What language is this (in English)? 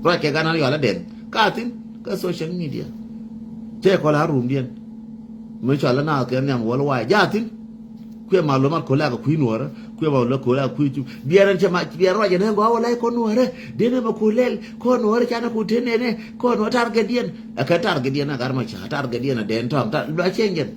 Nuer